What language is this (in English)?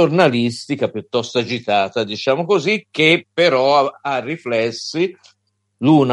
Italian